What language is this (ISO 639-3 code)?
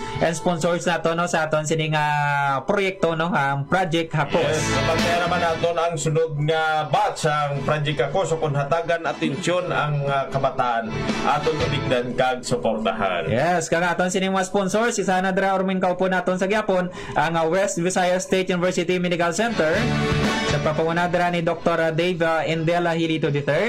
hil